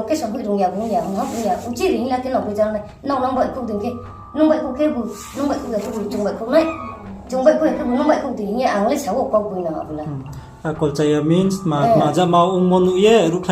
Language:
Riang (India)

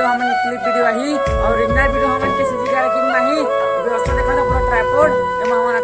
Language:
Chhattisgarhi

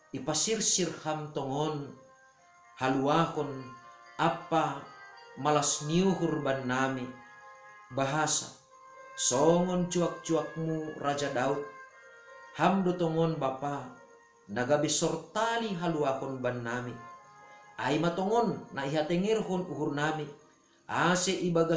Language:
Batak Simalungun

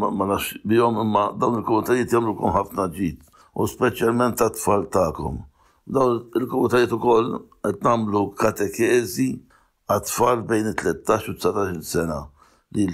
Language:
Maltese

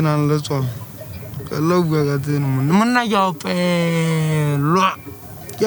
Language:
Southern Sotho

